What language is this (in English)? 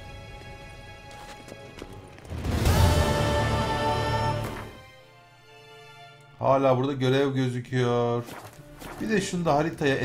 Turkish